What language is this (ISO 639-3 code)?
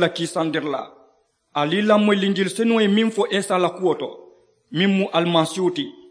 man